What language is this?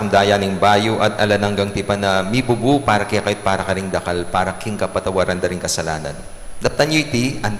Pampanga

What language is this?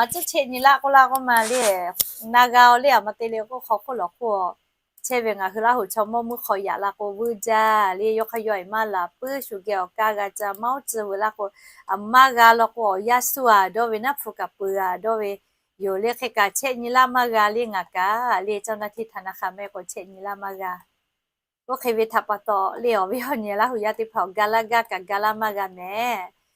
Lahu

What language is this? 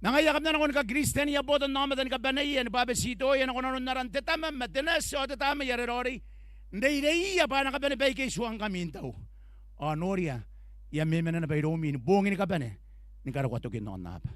Gilbertese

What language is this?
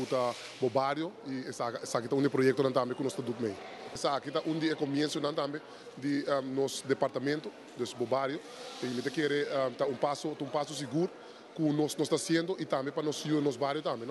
Papiamento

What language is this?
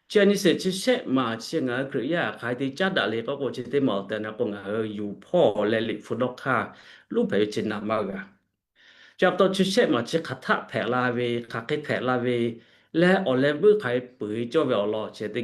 Lahu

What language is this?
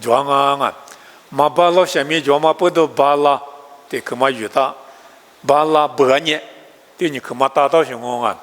Lisu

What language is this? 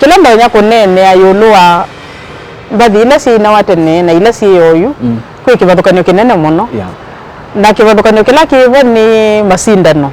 Kamba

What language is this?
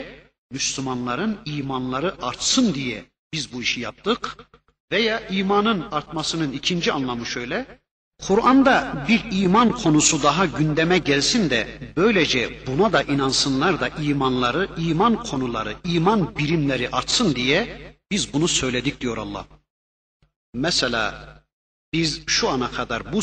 Turkish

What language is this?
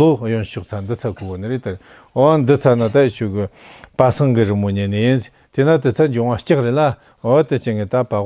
Tibetan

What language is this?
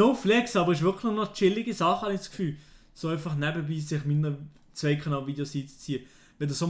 Swiss German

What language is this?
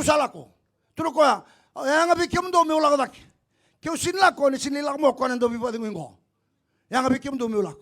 Fijian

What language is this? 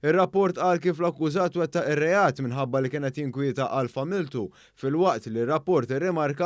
Maltese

